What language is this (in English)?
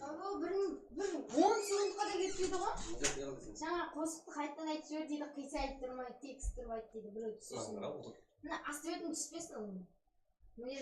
Kara-Kalpak